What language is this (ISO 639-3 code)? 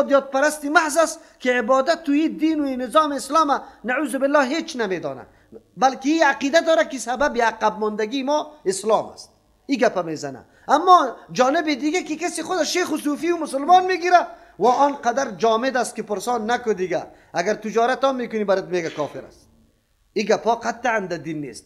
fas